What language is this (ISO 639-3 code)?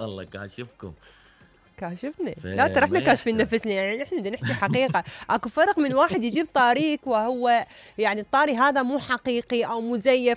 acm